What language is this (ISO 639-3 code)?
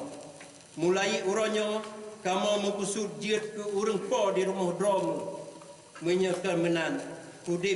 ace